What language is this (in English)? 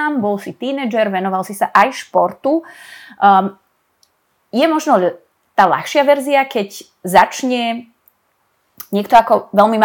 Slovak